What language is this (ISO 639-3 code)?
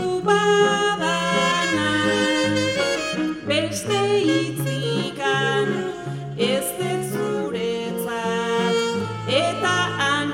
eus